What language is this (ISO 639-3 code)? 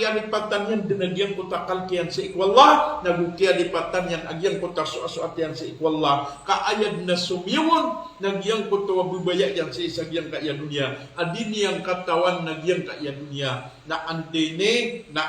mrw